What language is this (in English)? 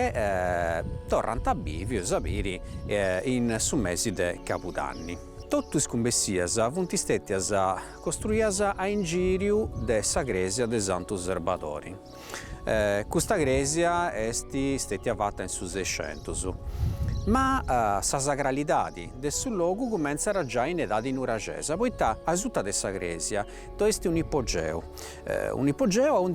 Sardinian